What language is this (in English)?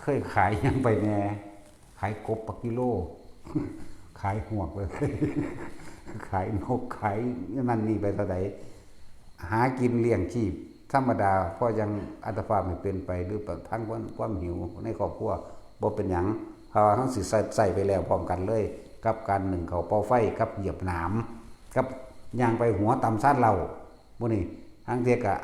Lao